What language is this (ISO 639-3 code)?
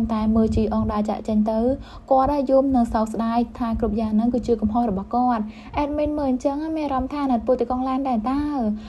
khm